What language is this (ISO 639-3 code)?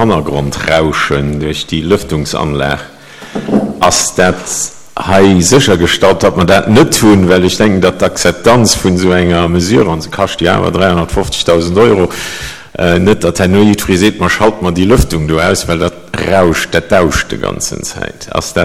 ltz